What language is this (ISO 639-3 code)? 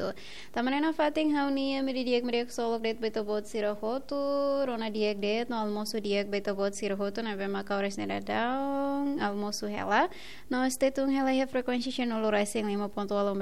tet